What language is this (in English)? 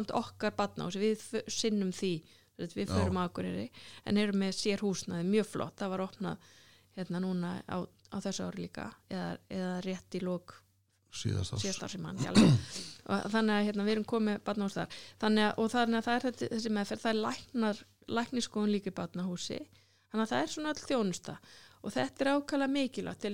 Icelandic